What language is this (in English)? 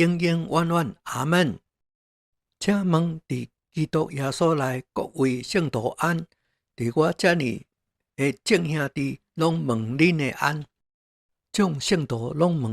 Min Nan Chinese